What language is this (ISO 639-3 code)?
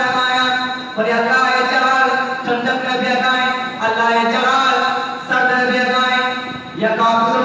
bgp